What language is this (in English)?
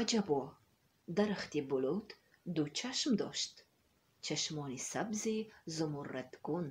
Tajik